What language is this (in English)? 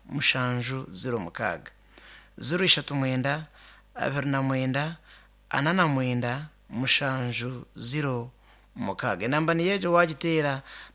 Nyankole